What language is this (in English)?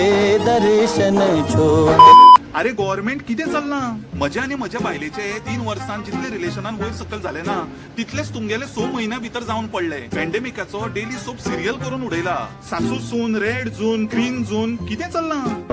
Konkani